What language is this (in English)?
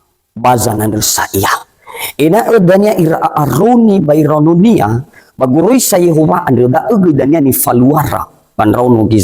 Nias